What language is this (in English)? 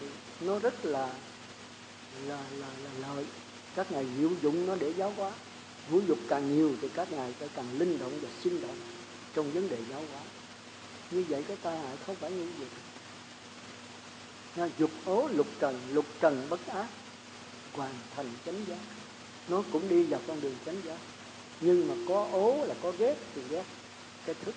Vietnamese